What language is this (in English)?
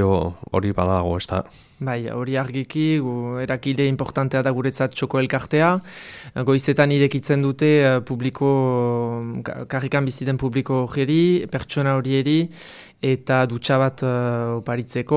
Basque